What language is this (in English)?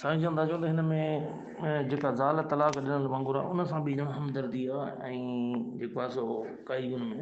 Sindhi